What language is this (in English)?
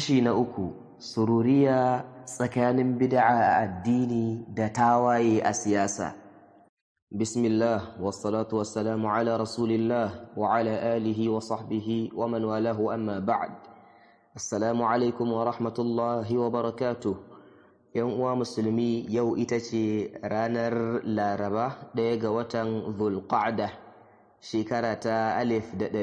Hausa